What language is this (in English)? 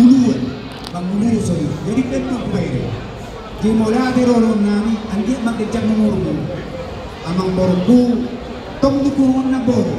Batak Toba